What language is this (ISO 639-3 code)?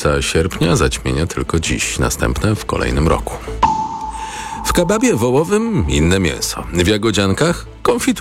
pol